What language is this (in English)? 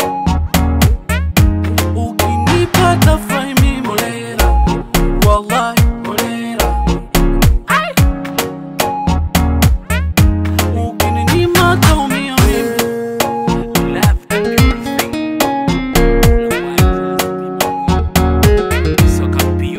Swahili